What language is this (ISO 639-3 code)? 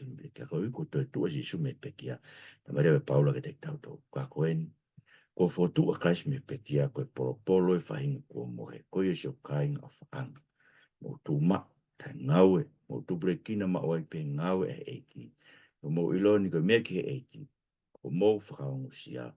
ton